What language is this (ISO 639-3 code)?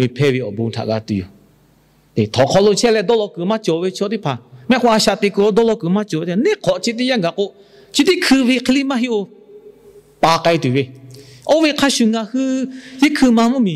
lhu